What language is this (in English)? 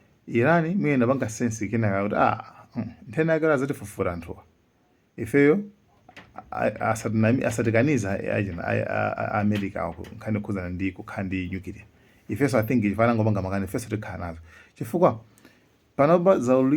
Nyanja